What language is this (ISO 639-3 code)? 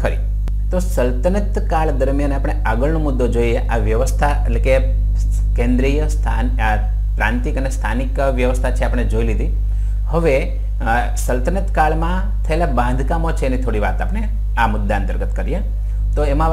guj